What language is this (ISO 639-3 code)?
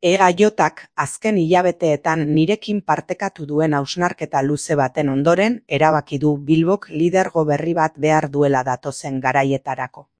eus